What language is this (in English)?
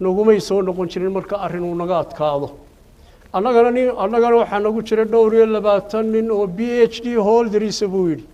Somali